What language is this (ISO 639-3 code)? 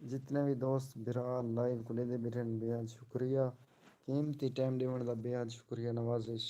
skr